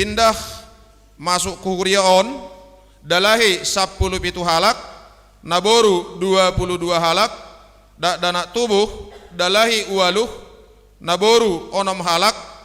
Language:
Batak Simalungun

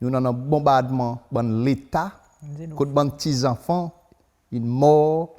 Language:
Seselwa Creole French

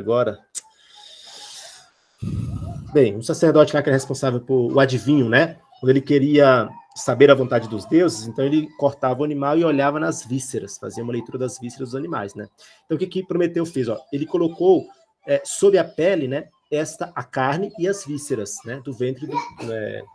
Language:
Portuguese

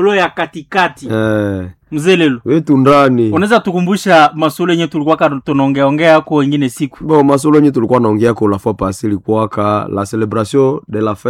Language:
Swahili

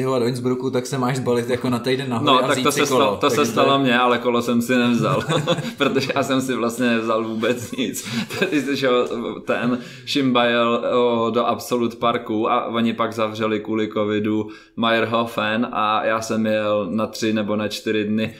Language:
Czech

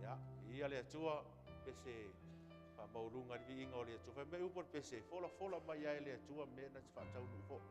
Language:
Samoan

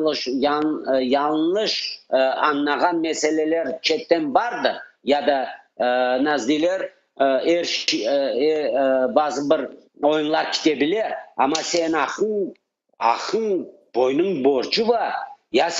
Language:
Crimean Tatar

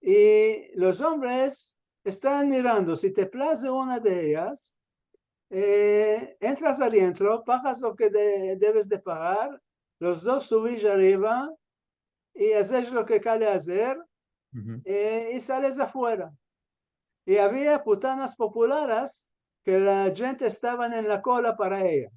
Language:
Ladino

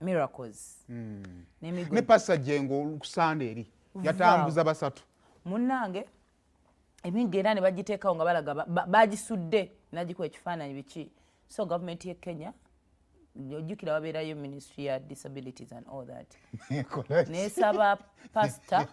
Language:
Ganda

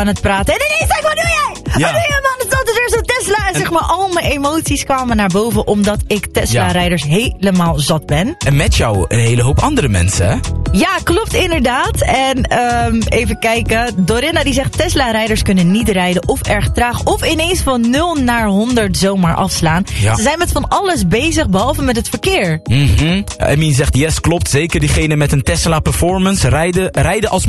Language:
Dutch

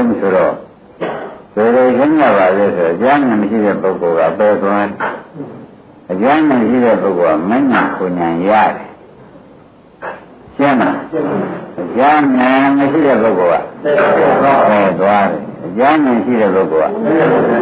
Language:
Burmese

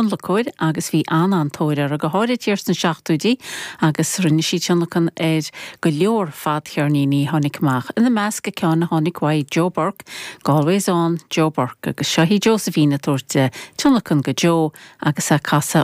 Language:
Irish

